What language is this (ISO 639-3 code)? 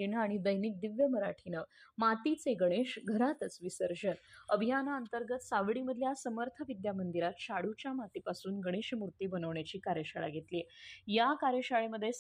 mar